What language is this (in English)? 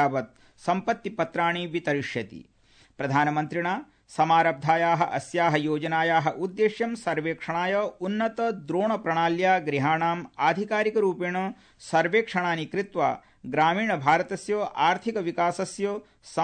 Sanskrit